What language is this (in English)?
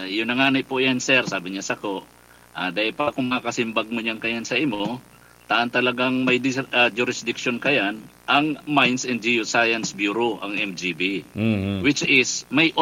Bikol